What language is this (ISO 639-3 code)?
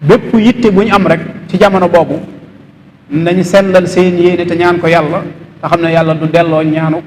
wol